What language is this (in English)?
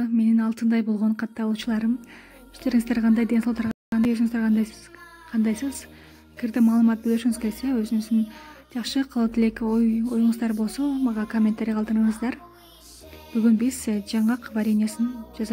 Kyrgyz